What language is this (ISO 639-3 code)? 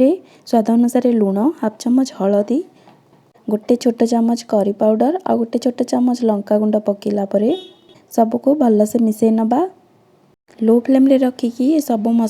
ori